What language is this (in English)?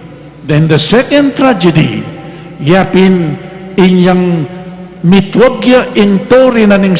Pampanga